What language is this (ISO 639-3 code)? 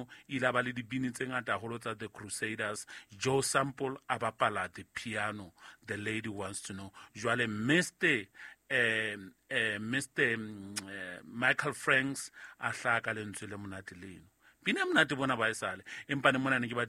sot